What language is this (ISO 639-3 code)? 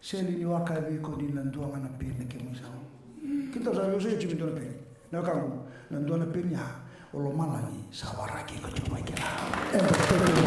fij